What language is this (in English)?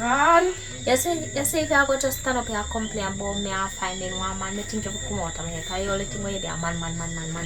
Jamaican Creole English